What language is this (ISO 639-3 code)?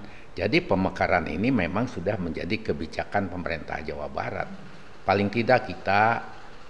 ind